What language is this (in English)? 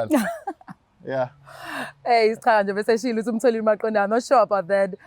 Zulu